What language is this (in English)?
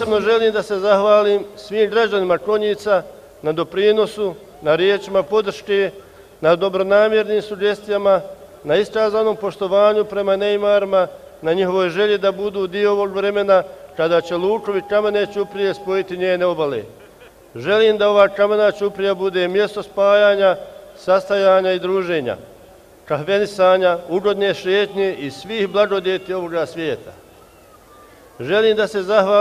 Bosnian